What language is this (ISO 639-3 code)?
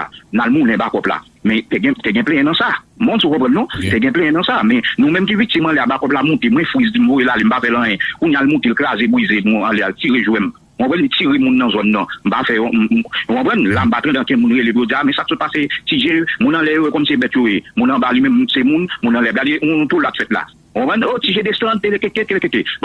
hat